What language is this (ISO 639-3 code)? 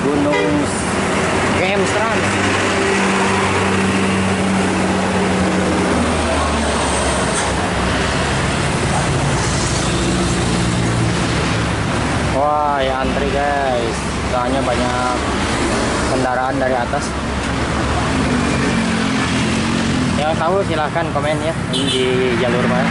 ind